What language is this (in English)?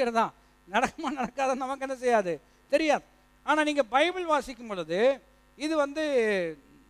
Tamil